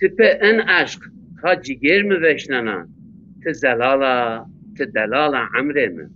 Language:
Zaza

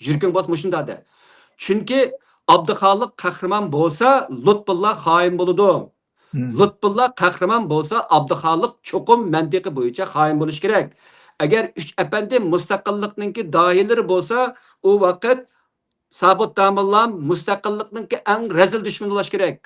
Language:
Uyghur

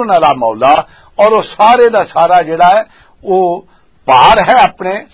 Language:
Western Panjabi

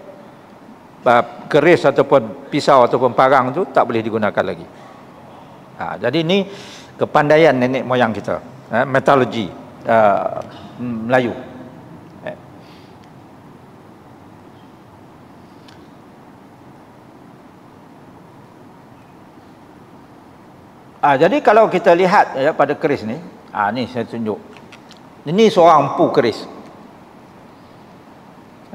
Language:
Malay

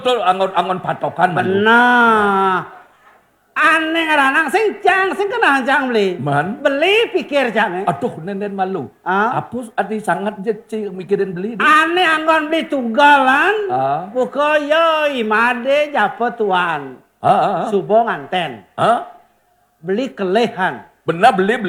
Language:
Balinese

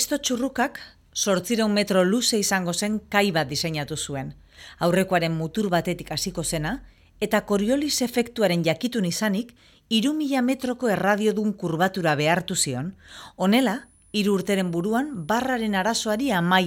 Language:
Basque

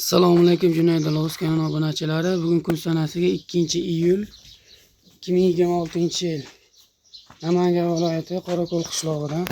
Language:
Uzbek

